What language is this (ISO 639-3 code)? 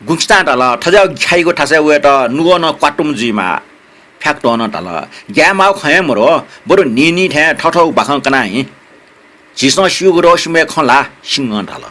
new